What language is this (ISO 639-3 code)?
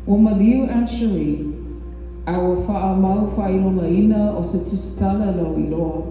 smo